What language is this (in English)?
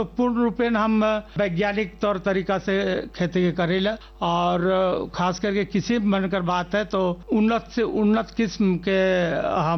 Bhojpuri